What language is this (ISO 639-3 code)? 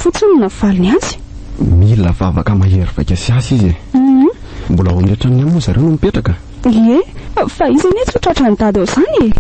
mlg